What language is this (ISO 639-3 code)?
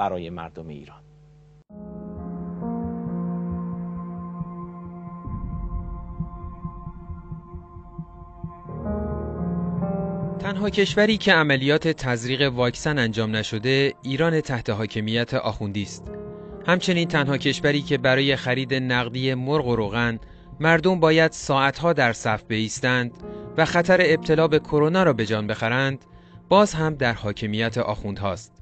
fas